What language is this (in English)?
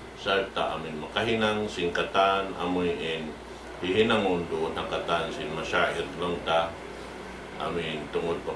Tausug